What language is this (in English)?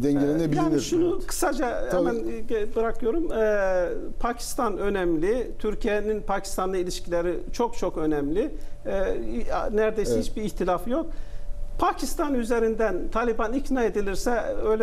Turkish